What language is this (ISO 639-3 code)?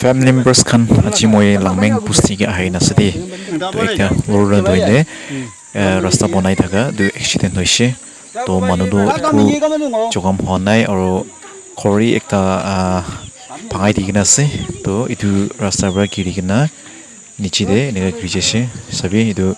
nag